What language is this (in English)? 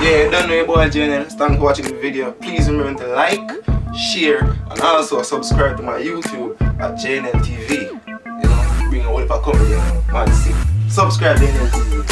Jamaican Creole English